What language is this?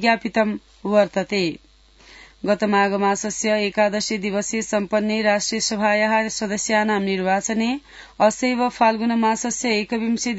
Sanskrit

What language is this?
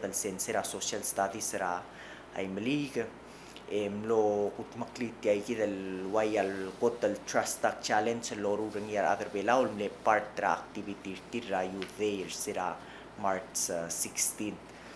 Palauan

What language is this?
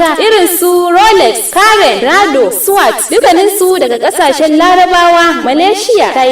Hausa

